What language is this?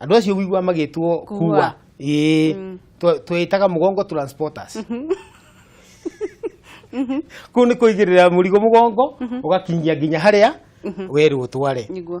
Kikuyu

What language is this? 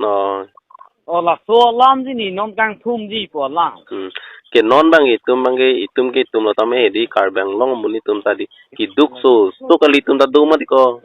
Karbi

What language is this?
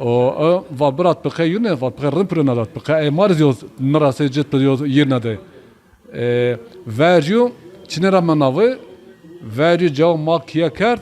Zaza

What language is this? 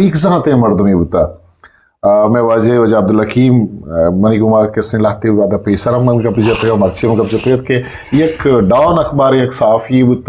Eastern Balochi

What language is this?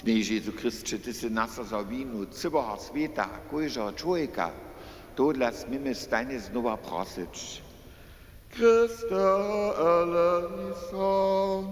Upper Sorbian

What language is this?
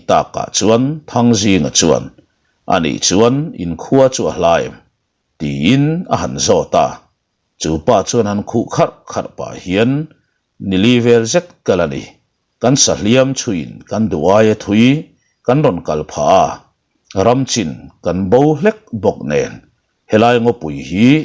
Mizo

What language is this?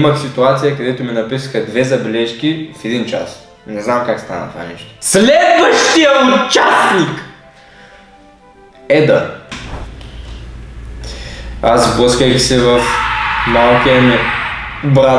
Bulgarian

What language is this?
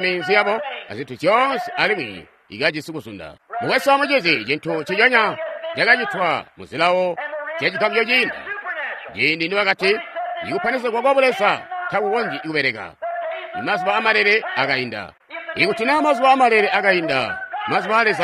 Tonga (Zambia)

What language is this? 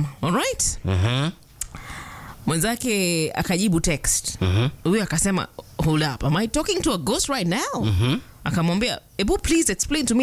Swahili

